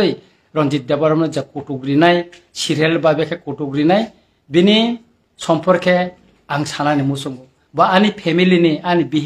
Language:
Kok Borok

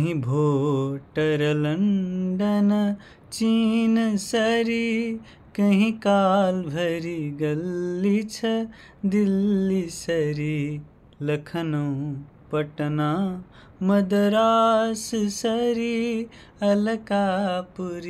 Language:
Nepali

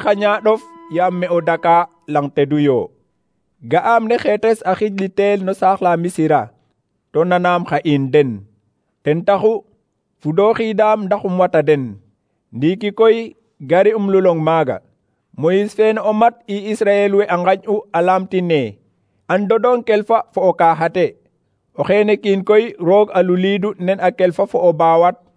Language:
Serer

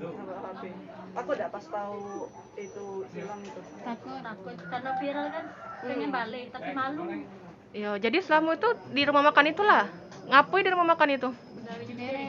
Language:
Musi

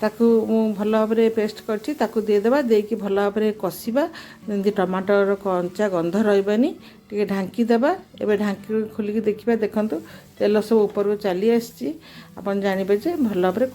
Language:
Odia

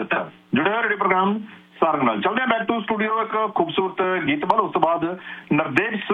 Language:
Punjabi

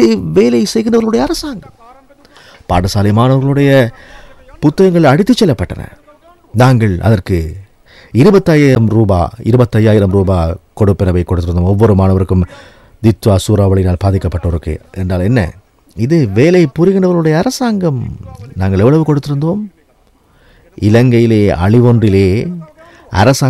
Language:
Tamil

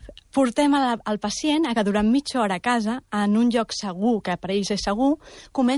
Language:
Catalan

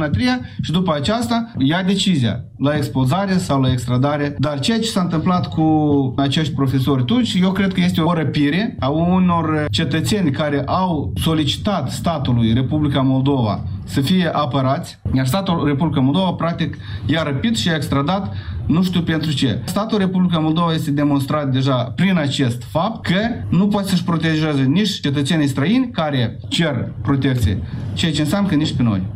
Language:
Romanian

